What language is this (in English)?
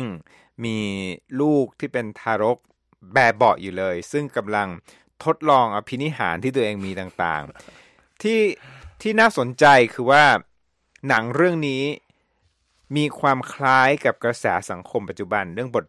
Thai